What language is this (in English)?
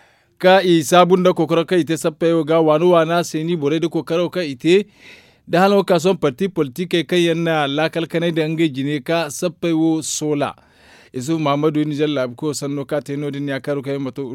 Zarma